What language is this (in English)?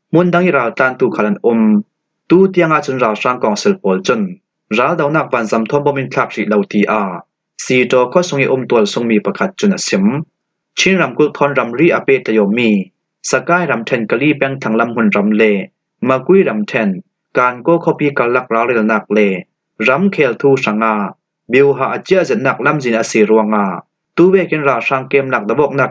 Falam Chin